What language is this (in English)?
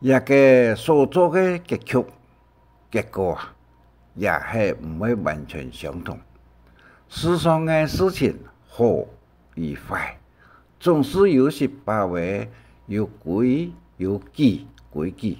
Hakka Chinese